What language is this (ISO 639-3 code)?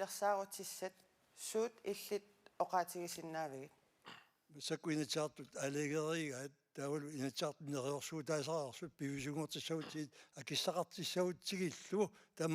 kal